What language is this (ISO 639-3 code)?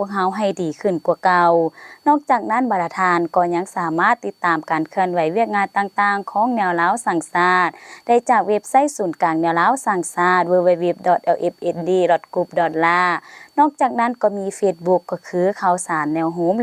lao